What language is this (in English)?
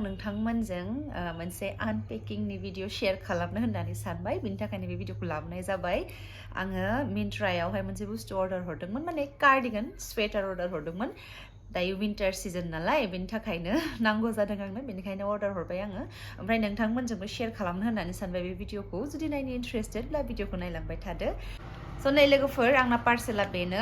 Bodo